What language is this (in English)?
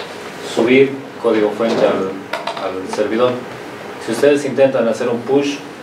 Spanish